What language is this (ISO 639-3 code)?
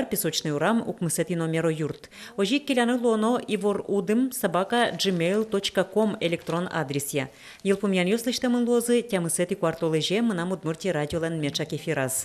udm